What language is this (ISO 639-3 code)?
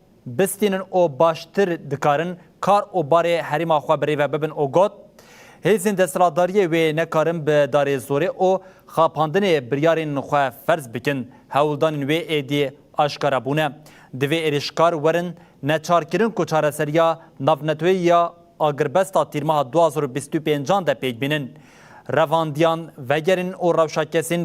kur